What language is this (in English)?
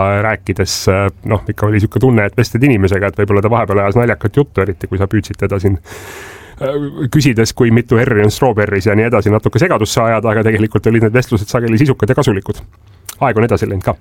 Estonian